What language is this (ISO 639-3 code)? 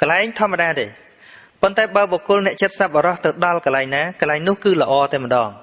khm